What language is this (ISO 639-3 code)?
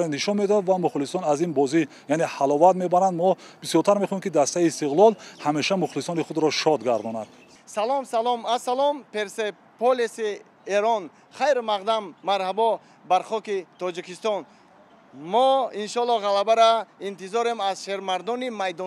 tgk